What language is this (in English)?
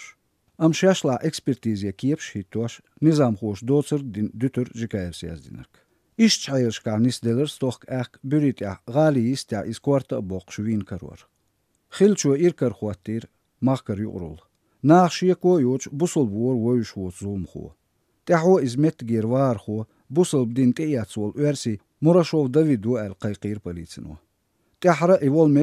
Chechen